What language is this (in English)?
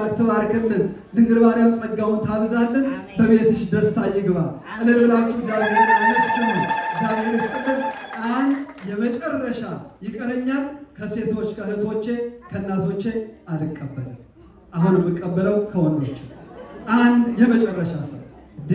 Amharic